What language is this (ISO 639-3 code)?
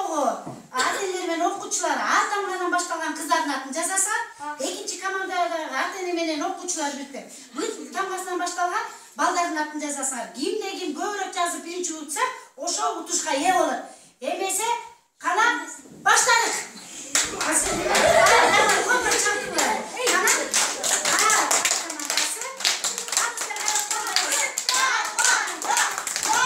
kir